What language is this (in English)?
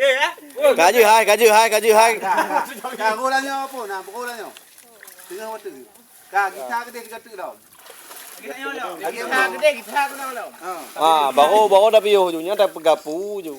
Achinese